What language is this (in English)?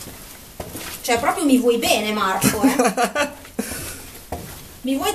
Italian